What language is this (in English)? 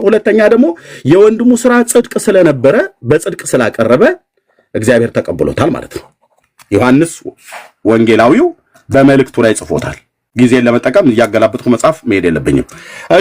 Amharic